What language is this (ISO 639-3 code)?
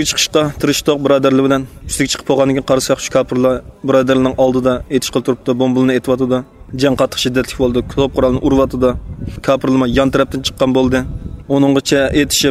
uig